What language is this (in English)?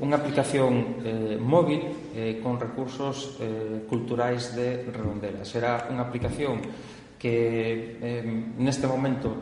Galician